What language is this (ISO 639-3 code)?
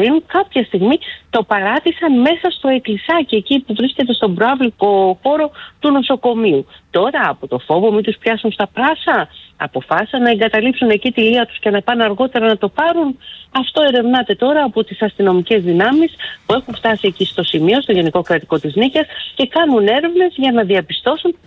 ell